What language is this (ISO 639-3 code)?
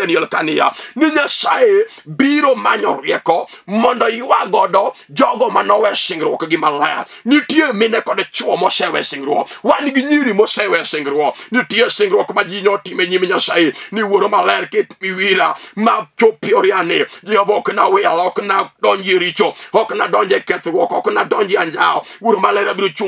luo